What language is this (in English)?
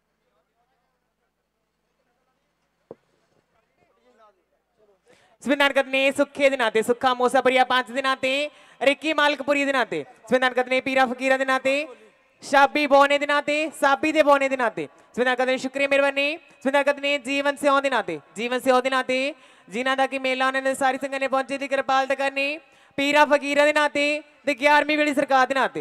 Punjabi